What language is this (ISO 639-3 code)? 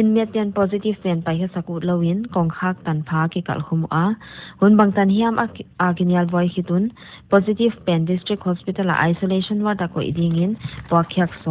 pck